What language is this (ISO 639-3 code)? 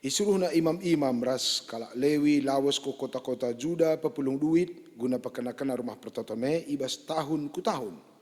btx